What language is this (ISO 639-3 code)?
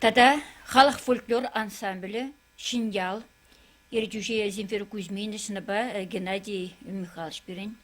chv